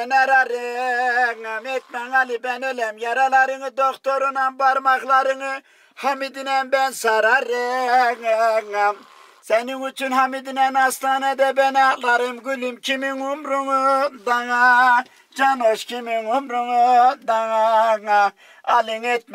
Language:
Turkish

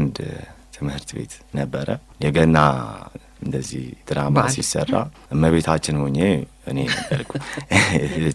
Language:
Amharic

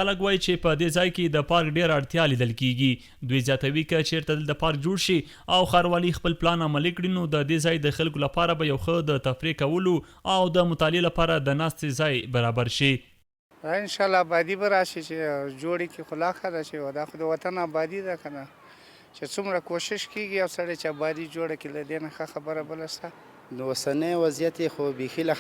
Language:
Pashto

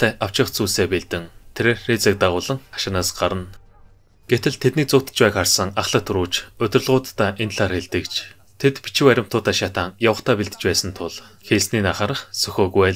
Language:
Mongolian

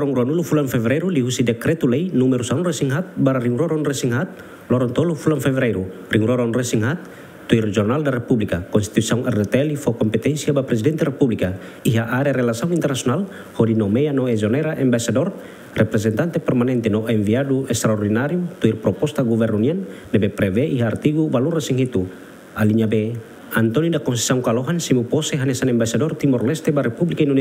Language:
Tetum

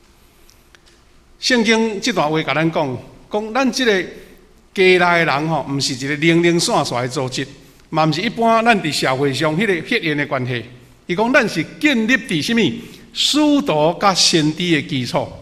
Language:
Min Nan Chinese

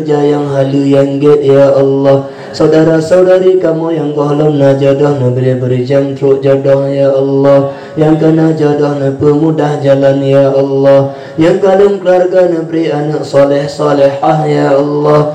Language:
Achinese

